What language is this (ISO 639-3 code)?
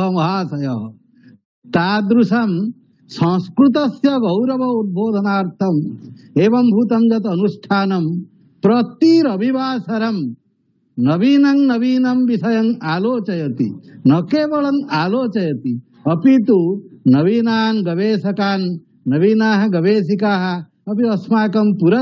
san